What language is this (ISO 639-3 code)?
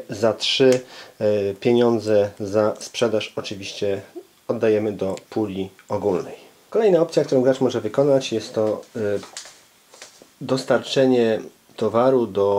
pol